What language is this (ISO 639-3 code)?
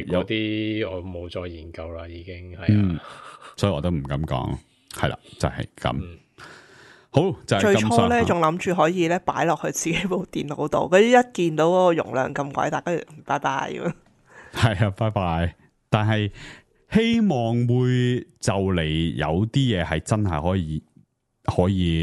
yue